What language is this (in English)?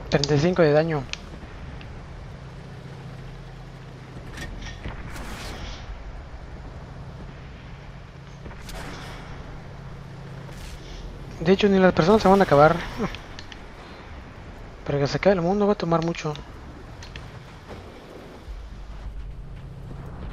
Spanish